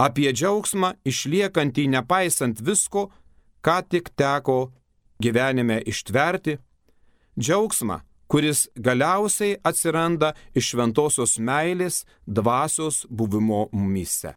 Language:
Lithuanian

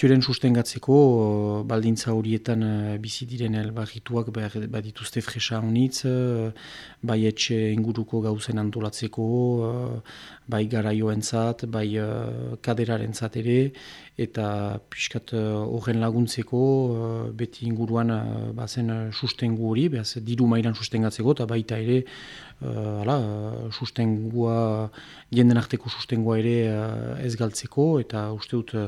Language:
Basque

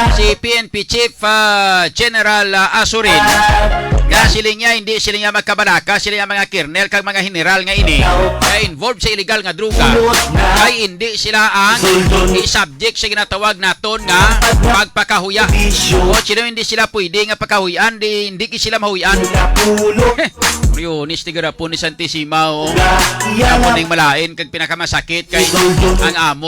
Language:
Hiligaynon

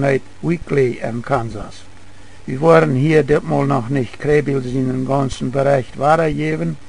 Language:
Plautdietsch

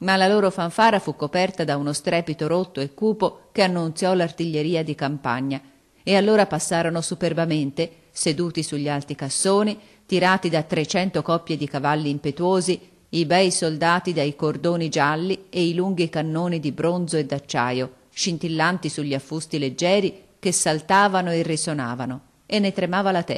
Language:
Italian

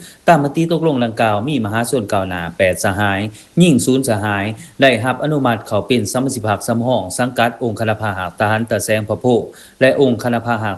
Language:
Lao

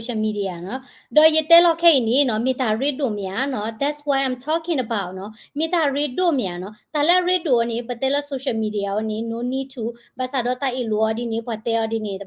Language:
S'gaw Karen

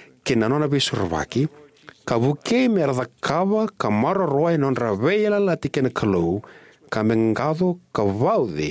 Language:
Fijian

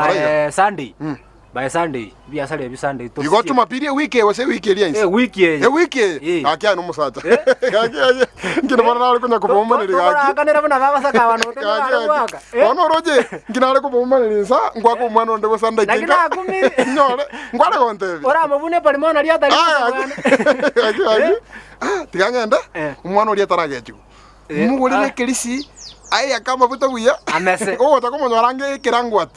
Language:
Gusii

